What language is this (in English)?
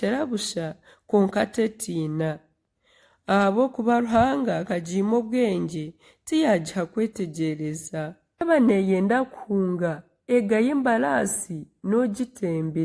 Nyankole